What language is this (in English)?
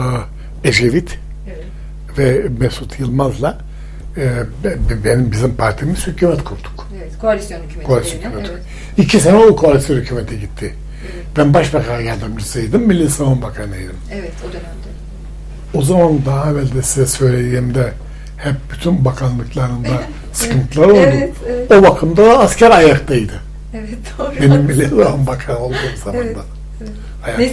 Turkish